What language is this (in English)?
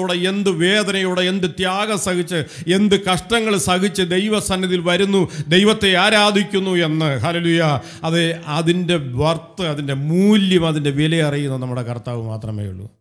Malayalam